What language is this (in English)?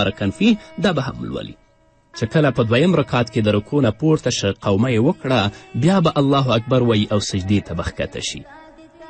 Pashto